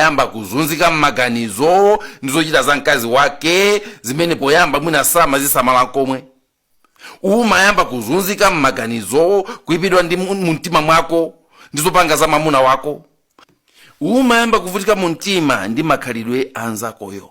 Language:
Nyanja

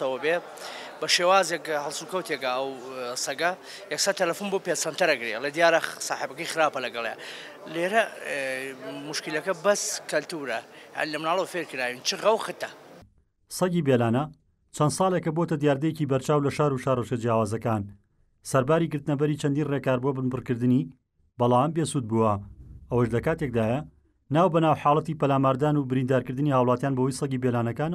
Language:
Central Kurdish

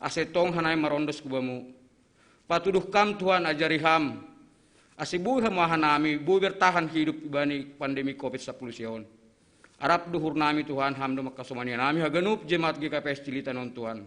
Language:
Batak Simalungun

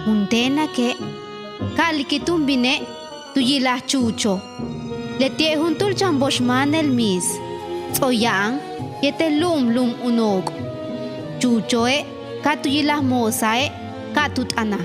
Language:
Yucateco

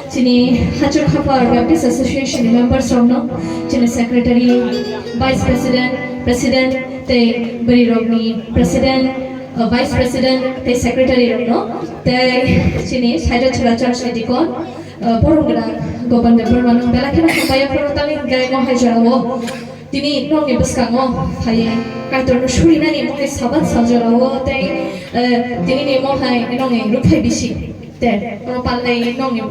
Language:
Kok Borok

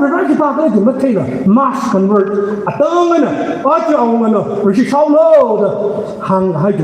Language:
Tangkhul Naga (India)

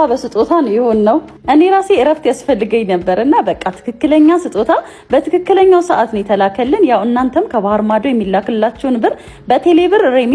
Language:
Amharic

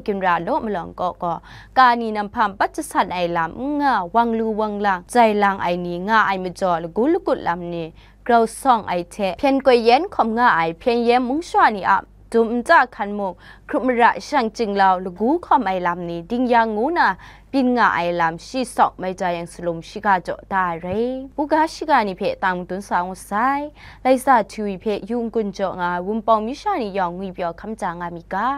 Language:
Kachin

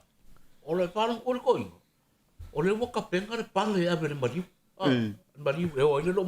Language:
Samoan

